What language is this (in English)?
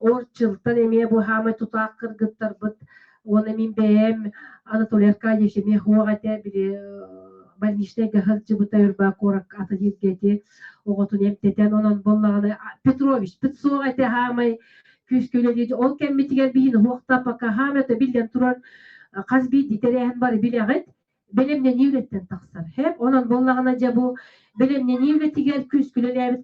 Yakut